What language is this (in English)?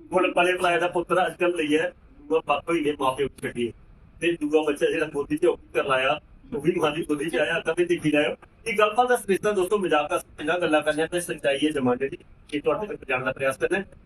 Dogri